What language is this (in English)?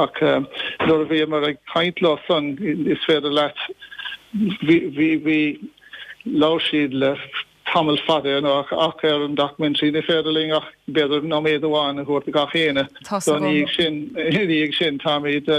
Irish